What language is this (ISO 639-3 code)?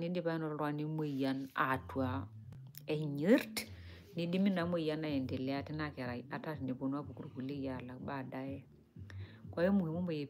mas